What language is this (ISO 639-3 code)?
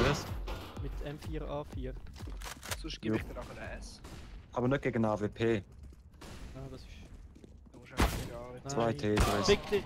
gsw